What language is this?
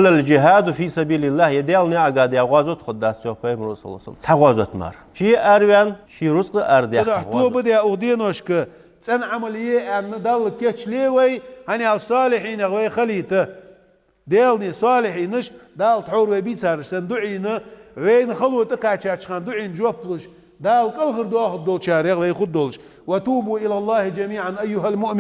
Ingush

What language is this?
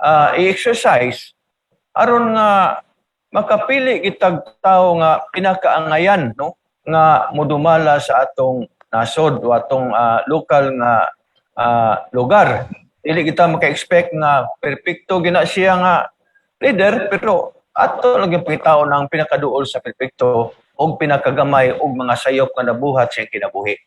Cebuano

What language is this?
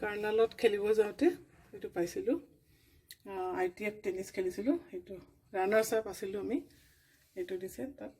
Assamese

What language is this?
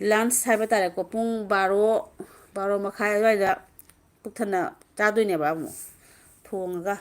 Manipuri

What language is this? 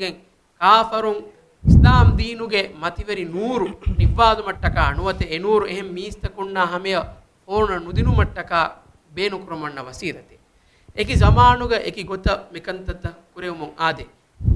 Divehi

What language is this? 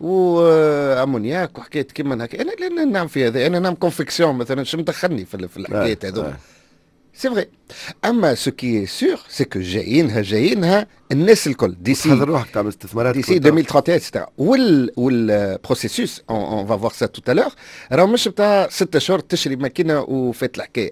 Tunisian Arabic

